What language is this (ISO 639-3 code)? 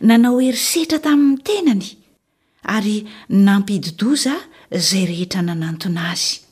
mlg